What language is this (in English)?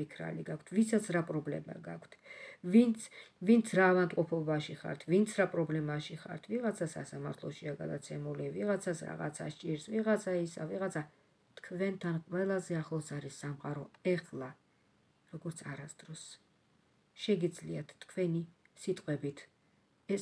Georgian